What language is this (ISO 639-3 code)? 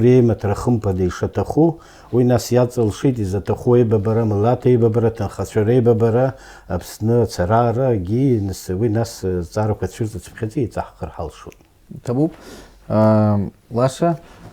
abk